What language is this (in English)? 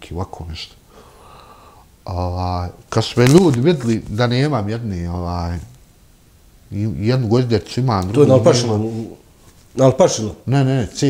Bosnian